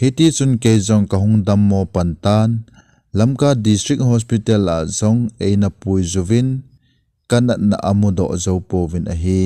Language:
Thado Chin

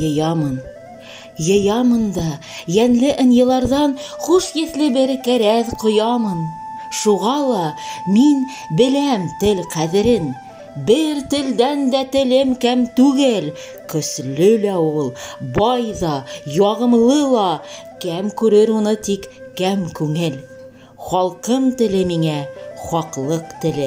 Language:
Bashkir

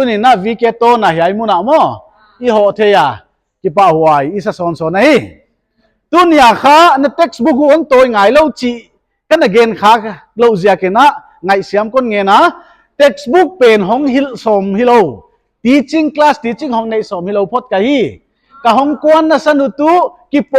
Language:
Paite Chin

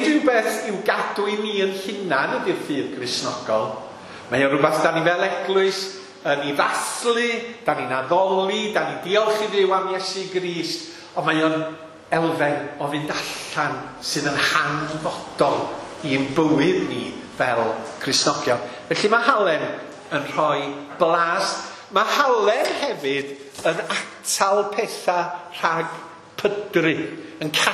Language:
Welsh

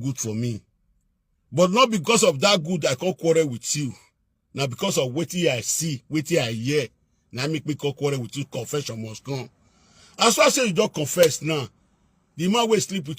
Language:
Nigerian Pidgin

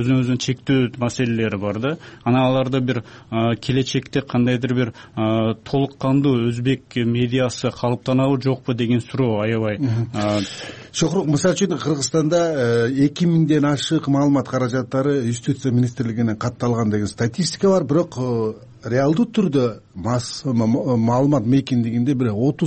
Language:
Kyrgyz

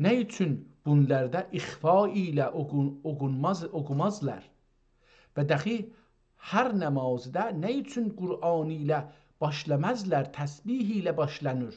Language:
South Azerbaijani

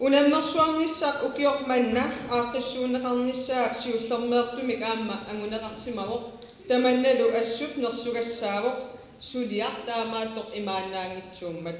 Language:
Kalaallisut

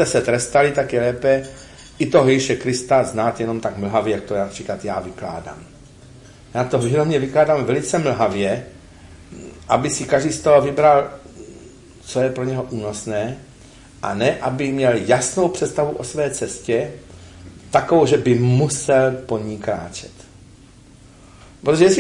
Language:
Czech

